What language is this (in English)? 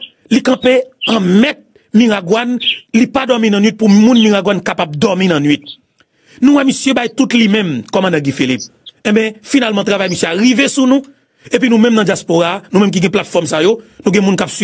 Haitian Creole